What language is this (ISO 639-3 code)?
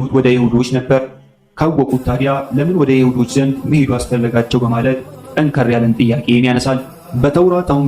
amh